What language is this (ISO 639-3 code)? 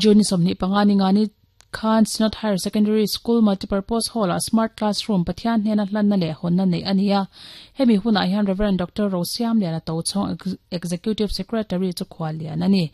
lus